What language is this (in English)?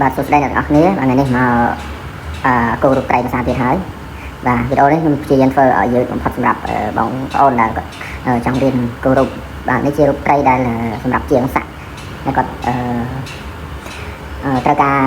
Khmer